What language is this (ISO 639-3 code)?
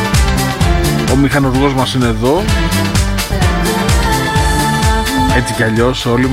ell